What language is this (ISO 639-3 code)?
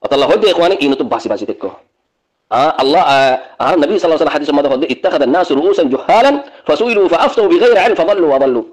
rhg